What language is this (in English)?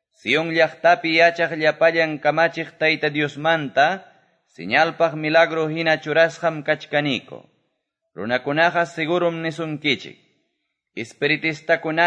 Quechua